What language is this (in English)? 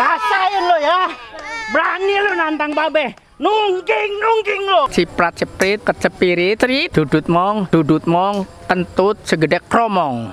Betawi